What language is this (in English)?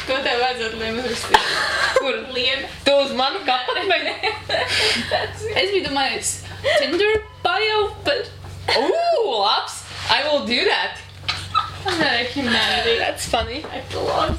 Latvian